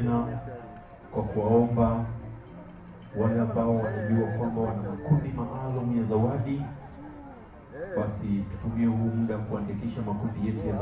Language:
Swahili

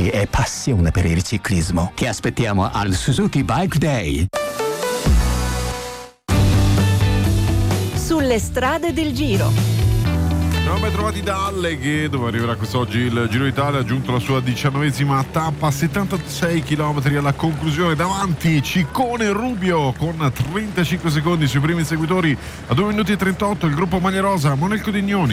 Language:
Italian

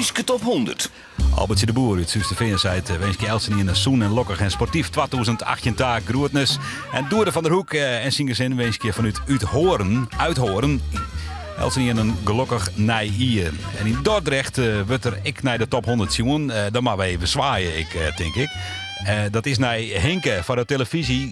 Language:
Western Frisian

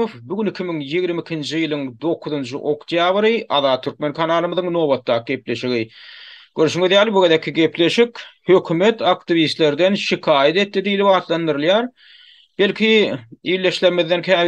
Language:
Turkmen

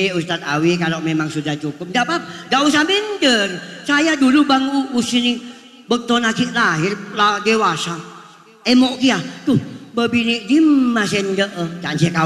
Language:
Madurese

